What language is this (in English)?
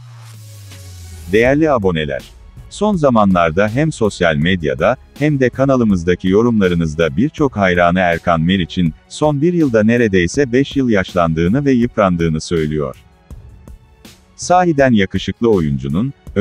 Turkish